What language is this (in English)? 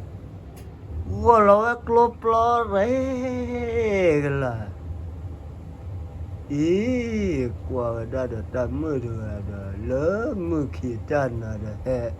S'gaw Karen